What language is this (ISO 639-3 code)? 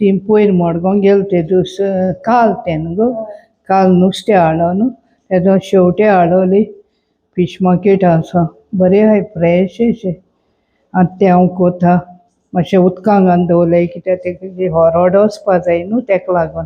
kok